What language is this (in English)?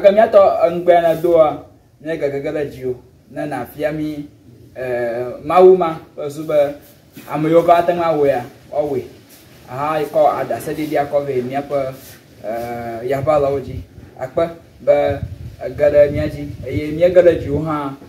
Ewe